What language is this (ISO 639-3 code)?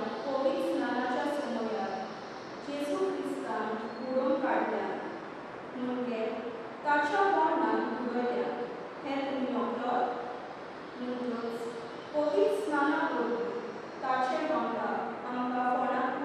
kok